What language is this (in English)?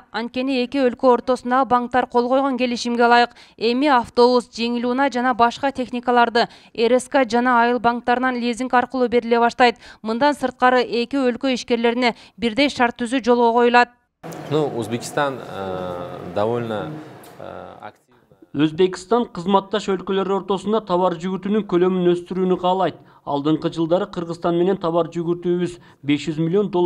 Kyrgyz